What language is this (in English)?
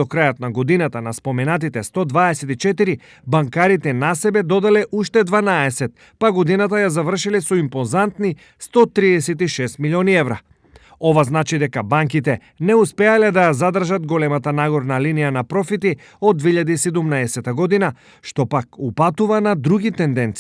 Macedonian